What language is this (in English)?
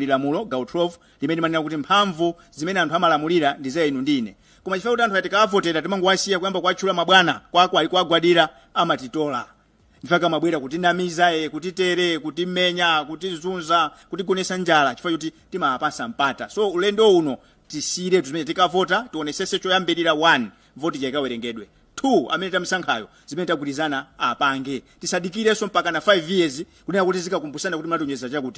Nyanja